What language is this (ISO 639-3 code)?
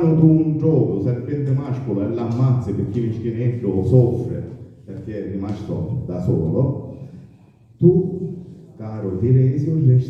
scn